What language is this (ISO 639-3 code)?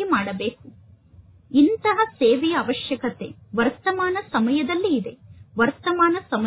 kan